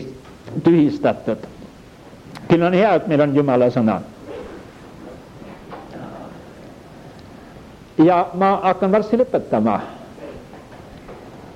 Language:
Estonian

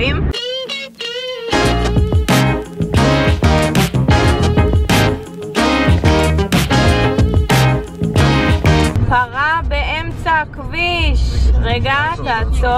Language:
Hebrew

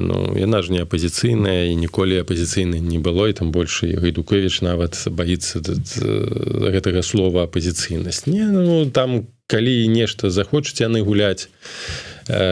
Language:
Belarusian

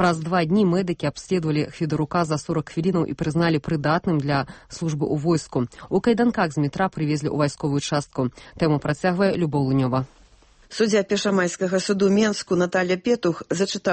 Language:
Belarusian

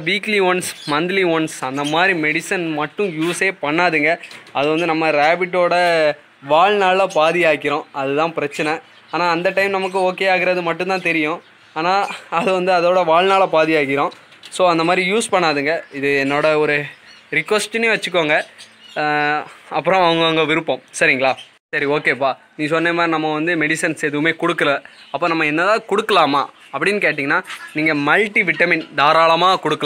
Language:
Tamil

